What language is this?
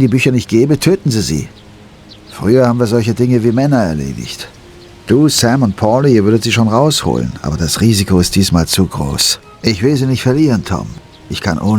Bavarian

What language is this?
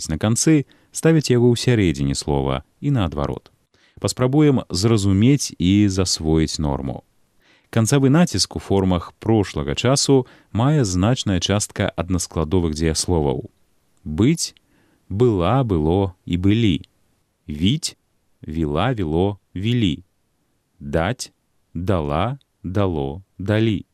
Belarusian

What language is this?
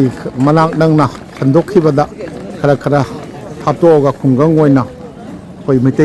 Manipuri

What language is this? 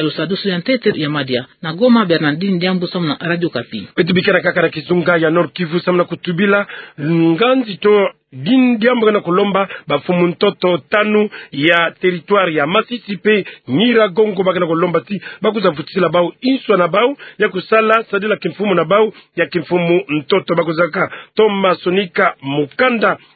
Kituba (Democratic Republic of Congo)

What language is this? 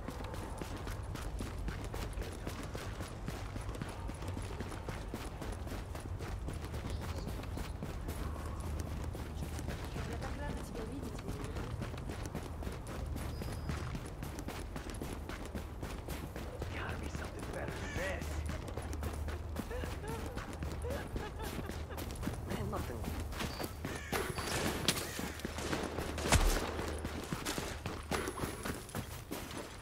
English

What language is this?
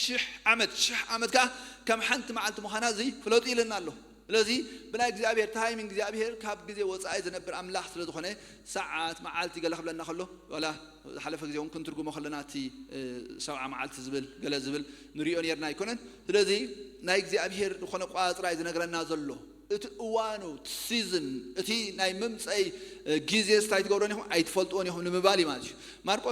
Tigrinya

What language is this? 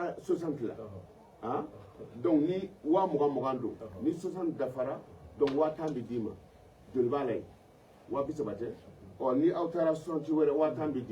Bambara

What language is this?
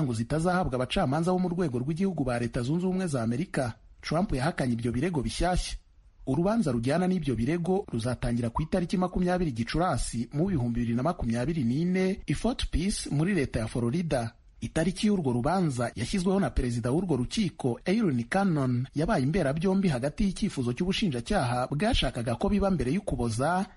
Kinyarwanda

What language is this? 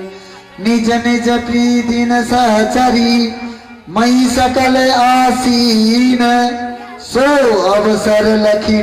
Maithili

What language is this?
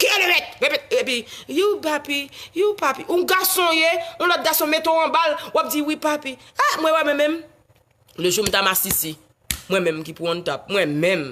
Haitian Creole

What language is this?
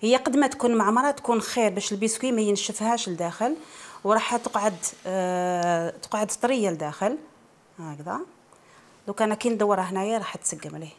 Algerian Arabic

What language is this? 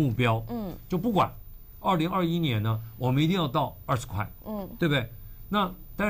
Chinese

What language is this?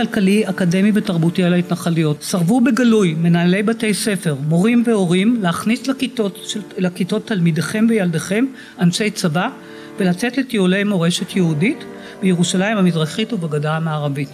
Hebrew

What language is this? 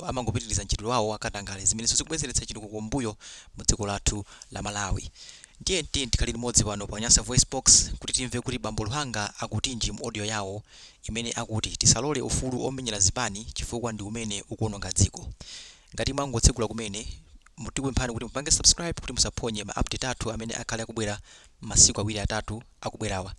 Nyanja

